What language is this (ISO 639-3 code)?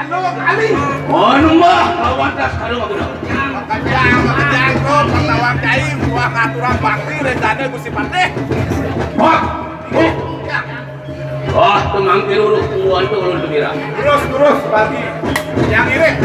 ban